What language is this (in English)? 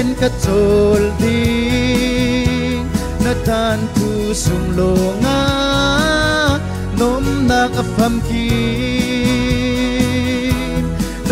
Falam Chin